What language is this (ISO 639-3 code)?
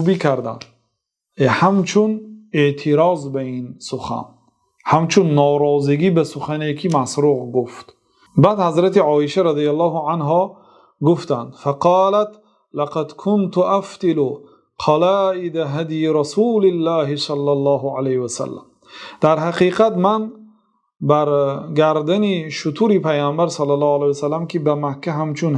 tgk